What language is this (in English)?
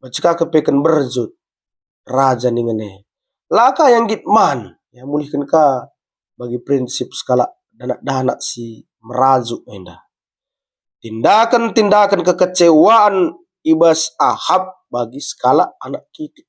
Batak Karo